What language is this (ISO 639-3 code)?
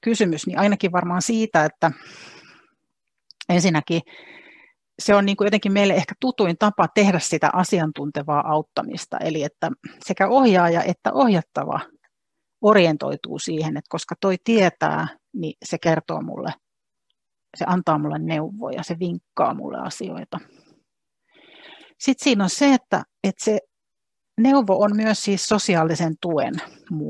fin